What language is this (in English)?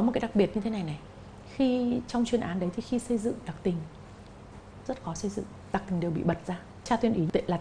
Vietnamese